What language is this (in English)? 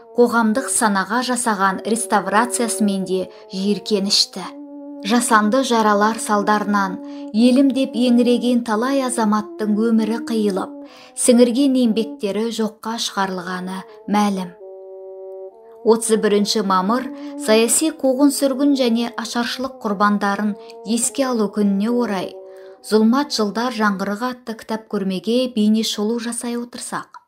Kazakh